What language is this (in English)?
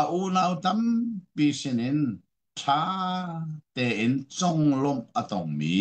Hakha Chin